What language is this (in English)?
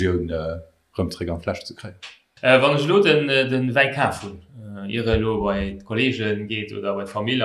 Luxembourgish